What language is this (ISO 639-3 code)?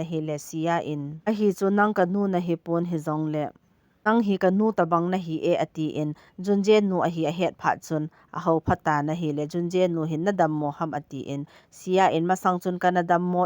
tcz